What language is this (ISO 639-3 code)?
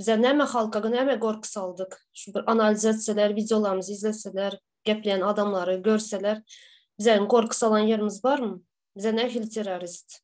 tuk